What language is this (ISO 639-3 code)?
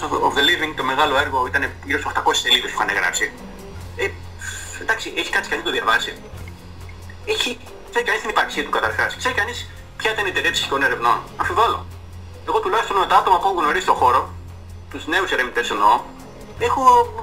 ell